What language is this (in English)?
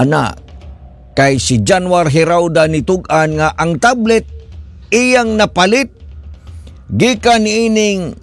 Cebuano